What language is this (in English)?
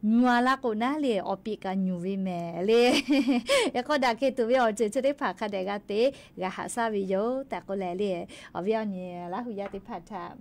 Lahu